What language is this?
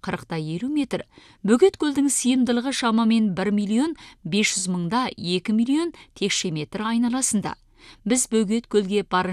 Kazakh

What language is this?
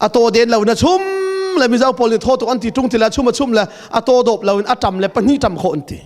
Hakha Chin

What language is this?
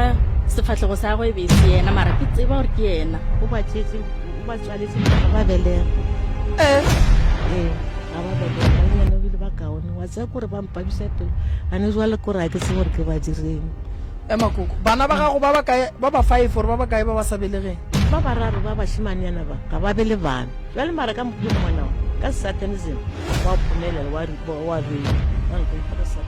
Northern Sotho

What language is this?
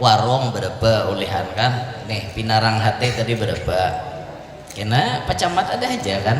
Banjar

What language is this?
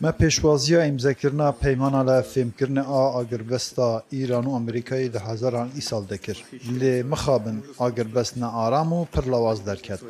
Kurdish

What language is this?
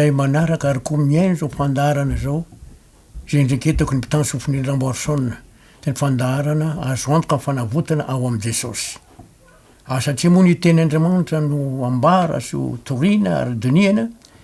Malagasy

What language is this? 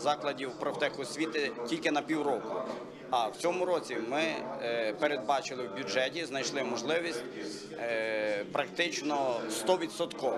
Ukrainian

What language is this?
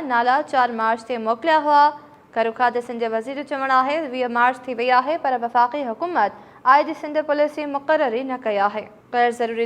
Sindhi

